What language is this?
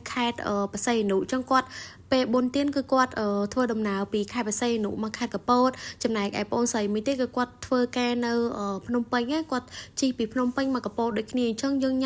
Khmer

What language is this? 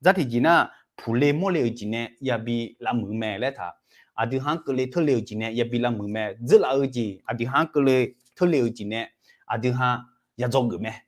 Akha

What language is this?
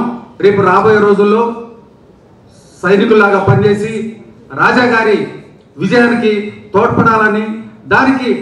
Telugu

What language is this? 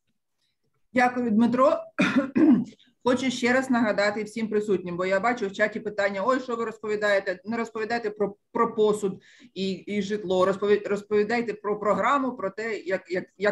Ukrainian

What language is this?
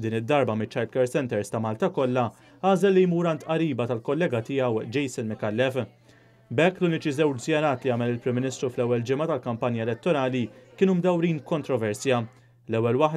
Maltese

